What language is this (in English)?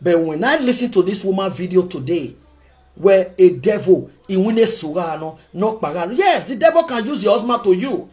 Nigerian Pidgin